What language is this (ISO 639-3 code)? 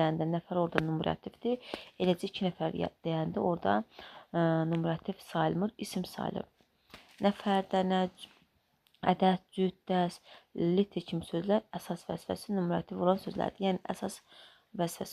aze